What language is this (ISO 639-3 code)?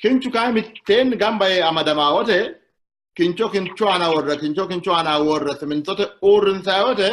sid